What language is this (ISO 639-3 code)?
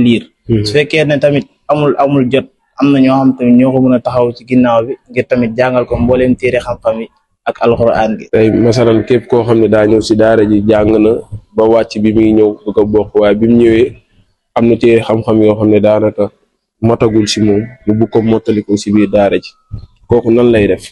wol